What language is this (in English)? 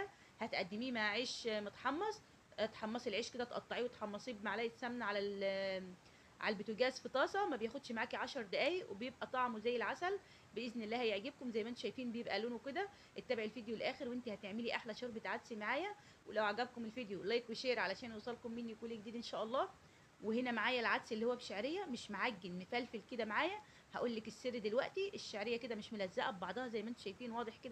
Egyptian Arabic